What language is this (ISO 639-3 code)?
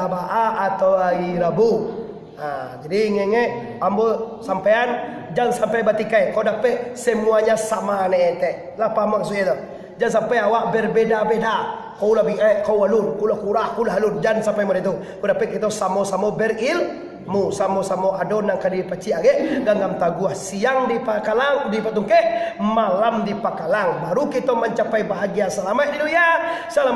min